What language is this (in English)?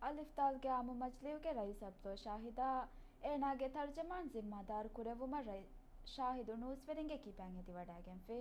Divehi